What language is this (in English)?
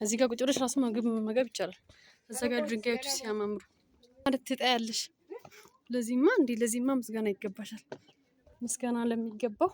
Amharic